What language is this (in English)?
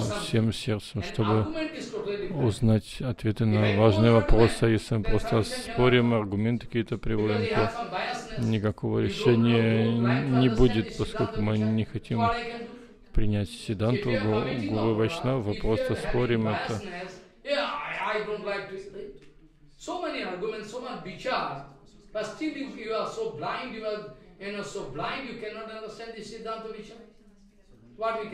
Russian